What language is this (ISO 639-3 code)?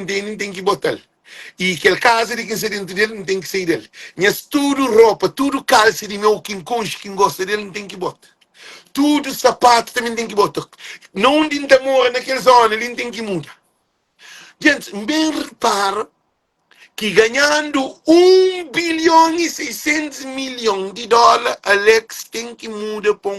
kea